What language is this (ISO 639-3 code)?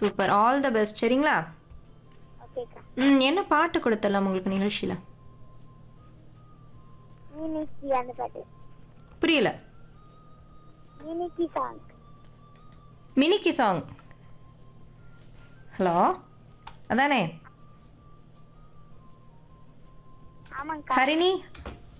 tam